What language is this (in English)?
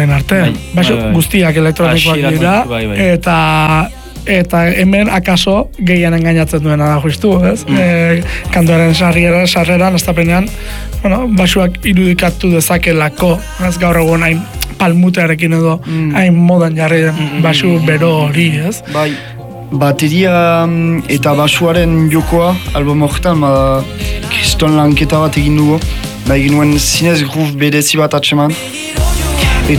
Basque